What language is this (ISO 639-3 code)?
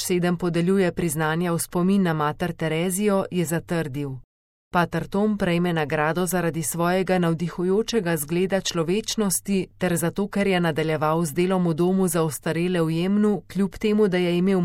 slv